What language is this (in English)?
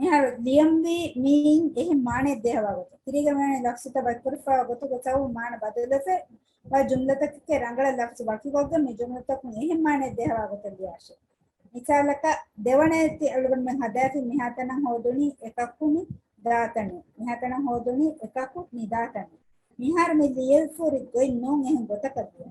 Divehi